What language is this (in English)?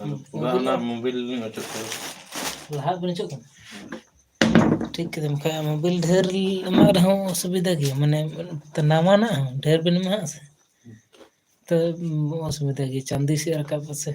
Santali